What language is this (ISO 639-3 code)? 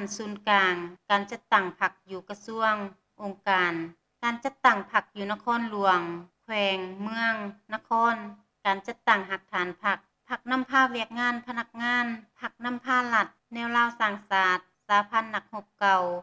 lao